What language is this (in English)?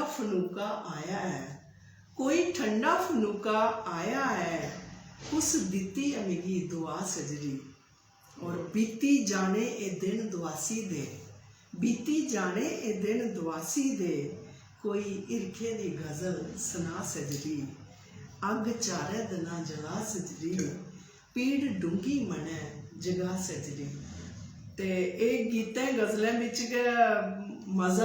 Dogri